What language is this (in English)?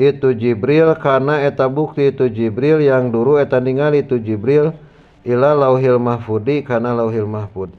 Sundanese